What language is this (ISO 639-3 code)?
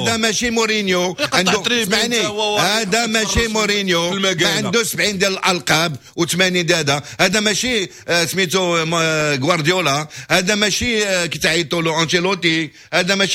ary